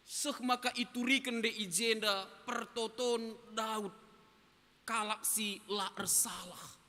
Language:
Batak Karo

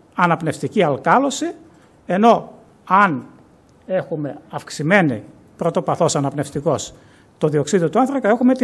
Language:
Greek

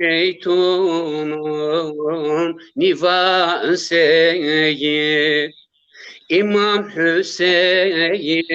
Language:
Zaza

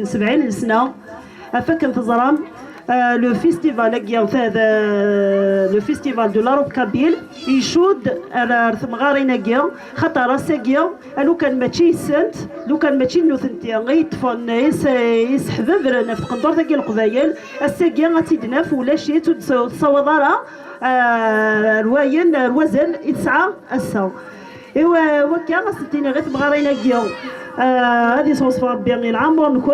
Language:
Kabyle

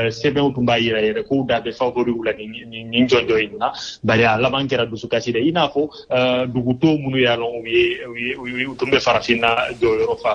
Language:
Bambara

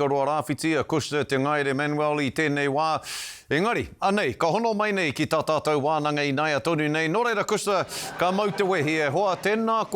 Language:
Māori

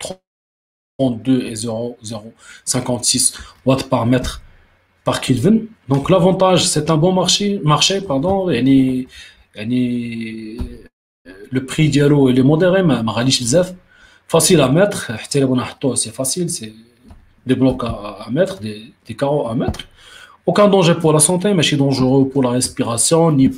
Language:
French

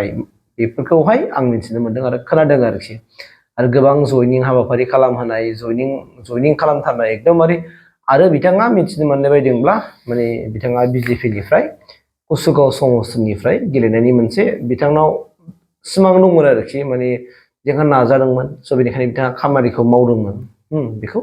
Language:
Bodo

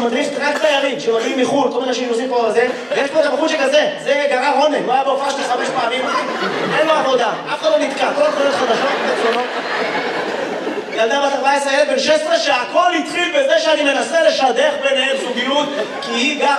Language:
Hebrew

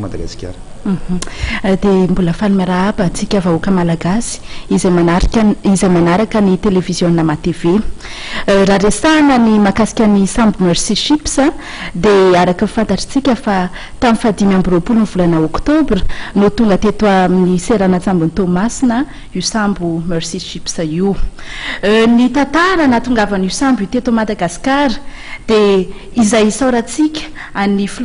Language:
Malagasy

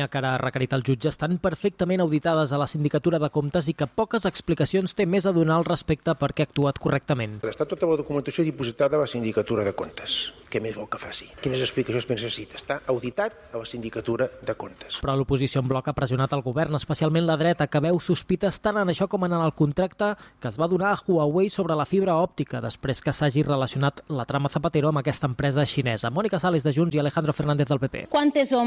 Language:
Catalan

